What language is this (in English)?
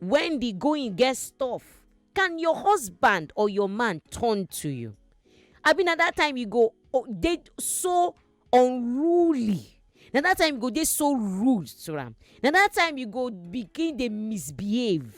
Nigerian Pidgin